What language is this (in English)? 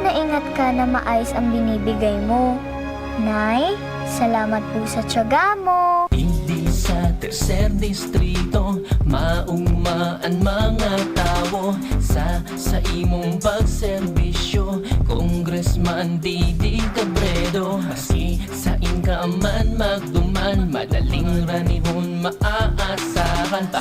Bikol